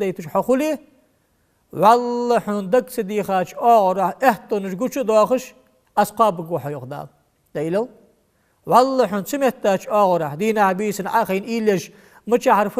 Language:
Ingush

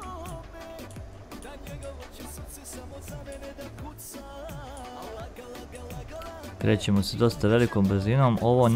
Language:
Croatian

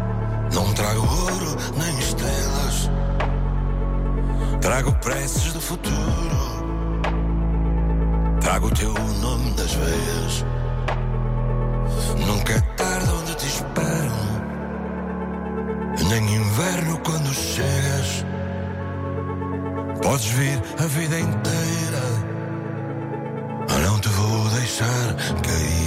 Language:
Portuguese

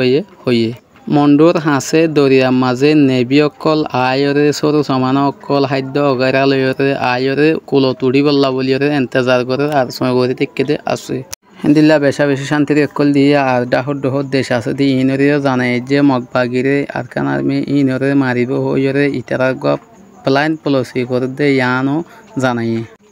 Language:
Rohingya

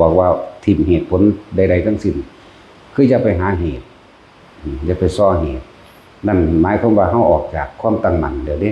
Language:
Northeastern Thai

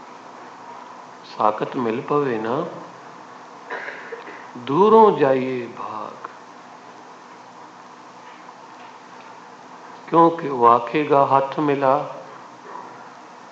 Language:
Hindi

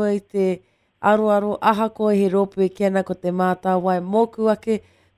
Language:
Māori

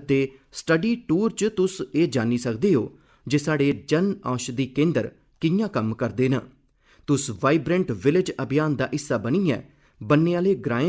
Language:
Dogri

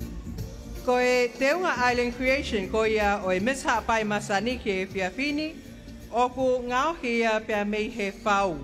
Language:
Tongan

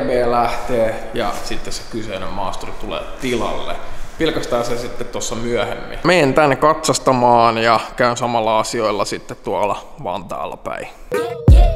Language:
Finnish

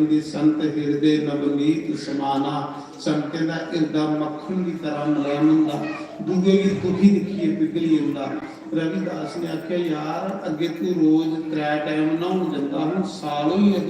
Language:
Dogri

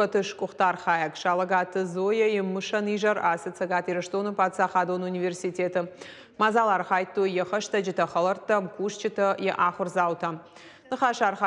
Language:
Ossetic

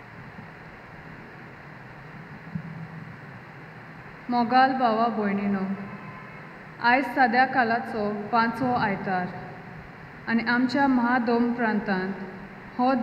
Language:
Konkani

